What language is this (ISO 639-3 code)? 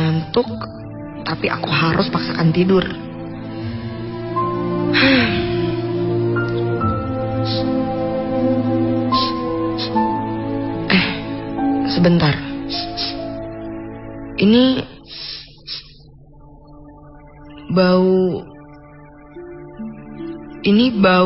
ind